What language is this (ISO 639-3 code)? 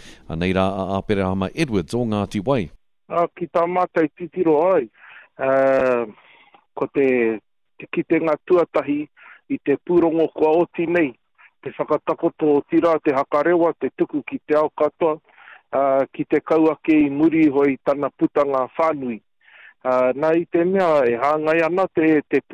mri